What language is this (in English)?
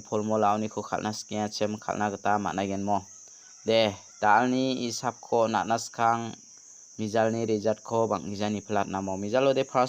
Garo